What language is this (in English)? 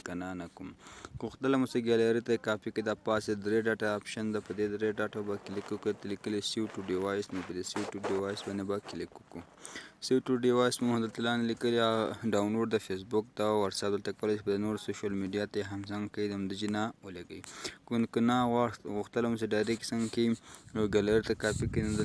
Pashto